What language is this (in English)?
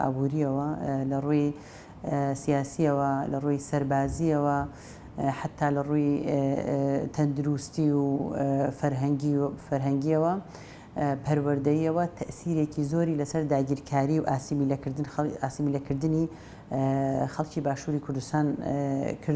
Central Kurdish